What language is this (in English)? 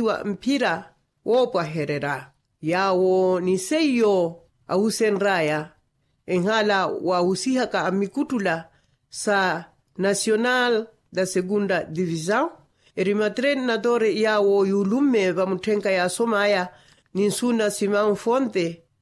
Makhuwa